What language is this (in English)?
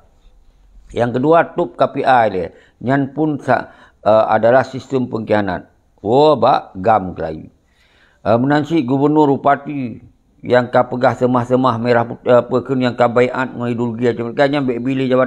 Achinese